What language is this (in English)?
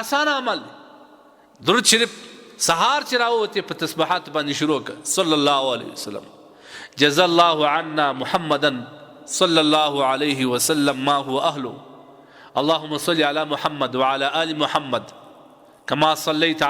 Pashto